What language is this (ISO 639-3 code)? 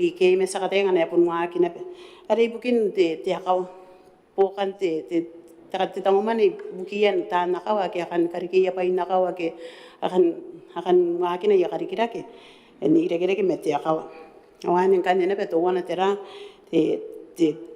gil